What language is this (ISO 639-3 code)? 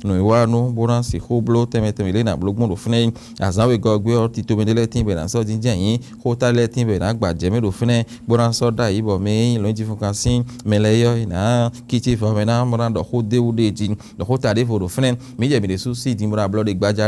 fon